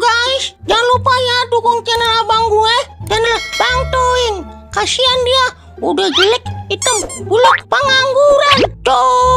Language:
Betawi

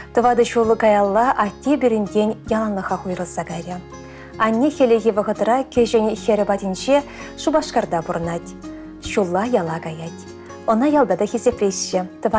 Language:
Chuvash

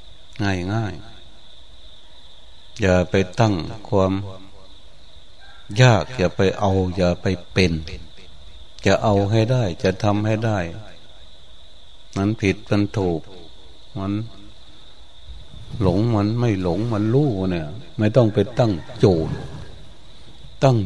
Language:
Thai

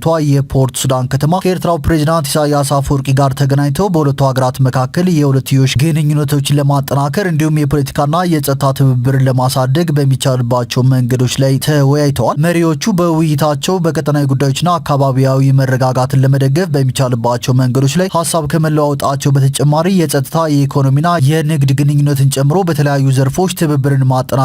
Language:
Amharic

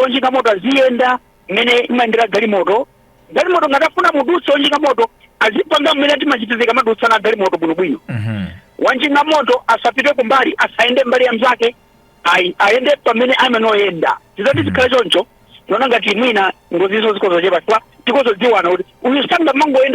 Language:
Nyanja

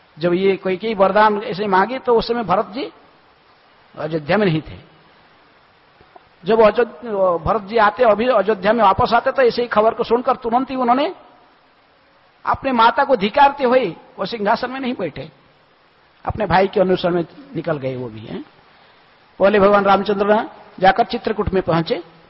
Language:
Hindi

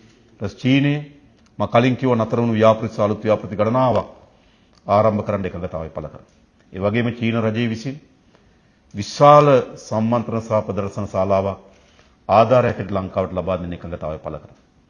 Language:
Sinhala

